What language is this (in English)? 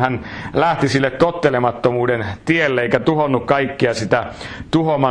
Finnish